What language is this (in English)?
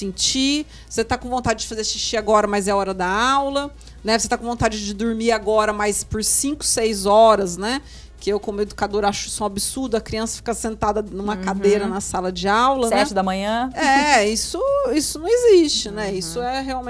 Portuguese